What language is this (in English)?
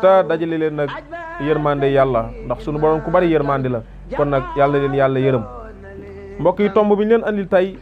Wolof